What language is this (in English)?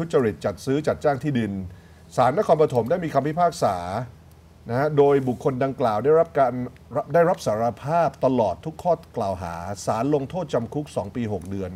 Thai